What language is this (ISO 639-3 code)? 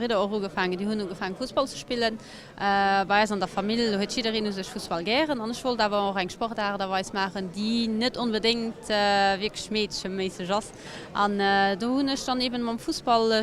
ltz